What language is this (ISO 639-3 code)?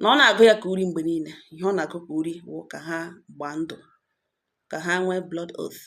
ibo